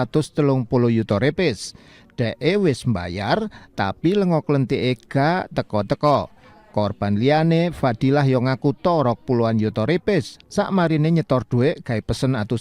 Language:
Javanese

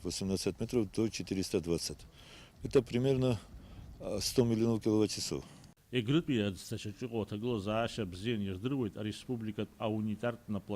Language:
Abkhazian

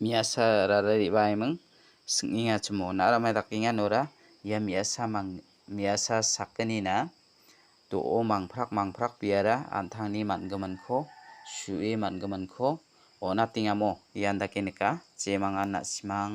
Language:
Garo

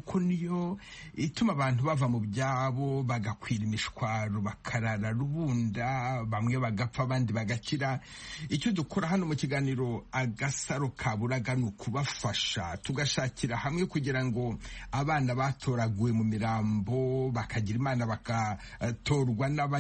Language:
Kinyarwanda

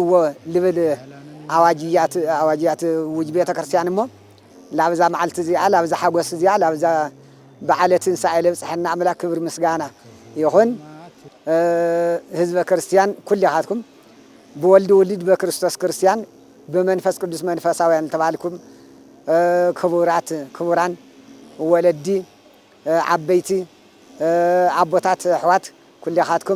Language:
Tigrinya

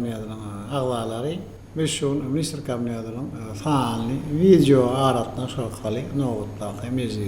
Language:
Turkmen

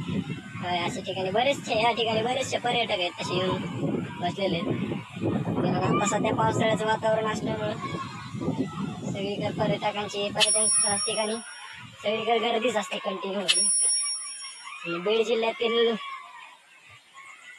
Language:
Marathi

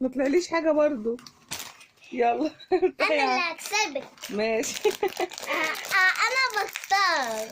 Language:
Egyptian Arabic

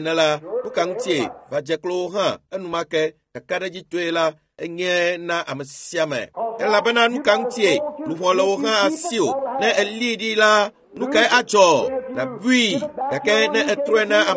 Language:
Ewe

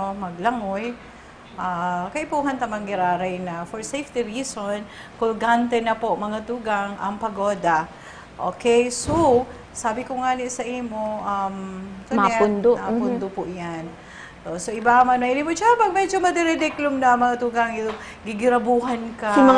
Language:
Bikol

